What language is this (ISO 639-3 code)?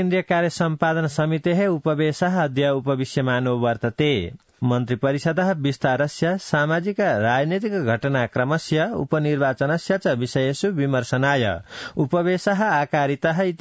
san